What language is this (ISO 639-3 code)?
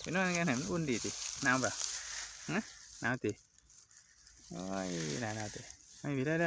lao